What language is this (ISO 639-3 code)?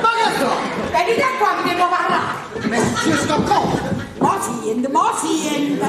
nap